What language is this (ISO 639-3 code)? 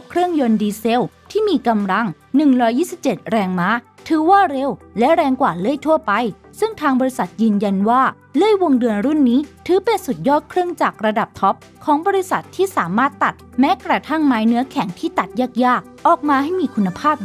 lao